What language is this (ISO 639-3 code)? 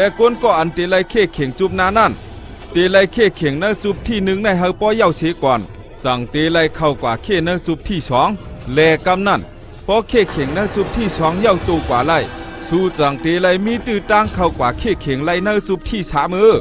shn